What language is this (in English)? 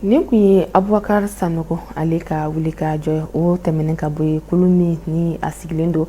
Bambara